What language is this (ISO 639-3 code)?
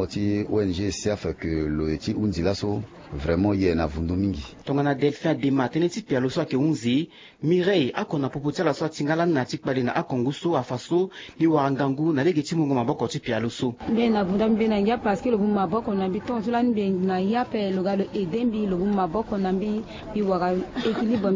sag